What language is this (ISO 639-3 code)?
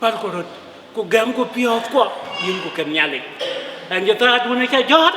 din